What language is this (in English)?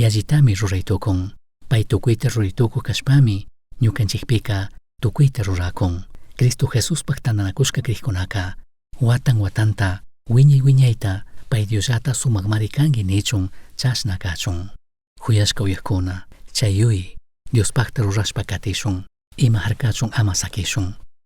Chimborazo Highland Quichua